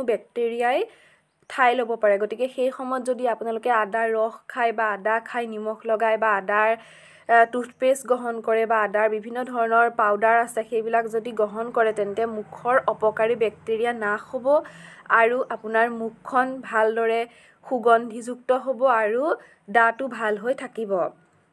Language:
Assamese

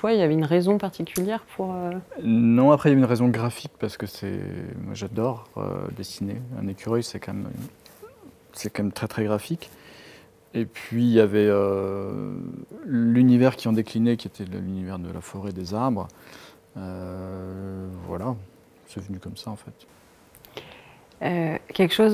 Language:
French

